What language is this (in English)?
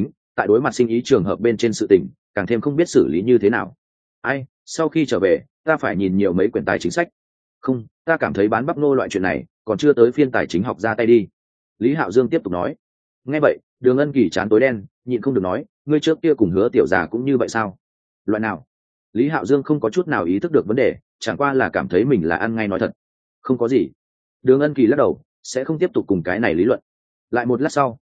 Vietnamese